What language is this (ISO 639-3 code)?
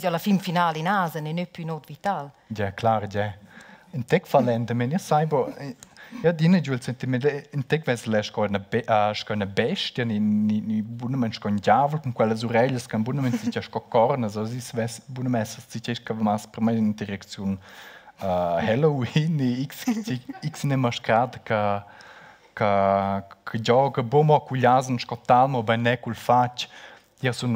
roh